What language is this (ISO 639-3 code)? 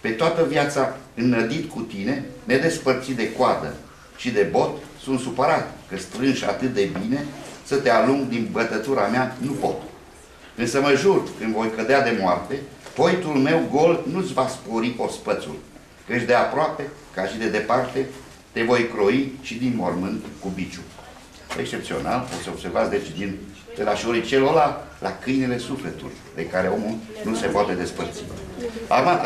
ron